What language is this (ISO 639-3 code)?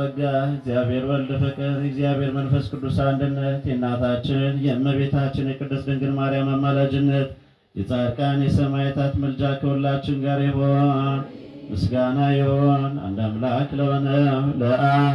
amh